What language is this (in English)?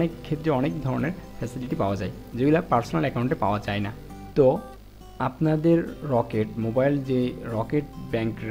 Bangla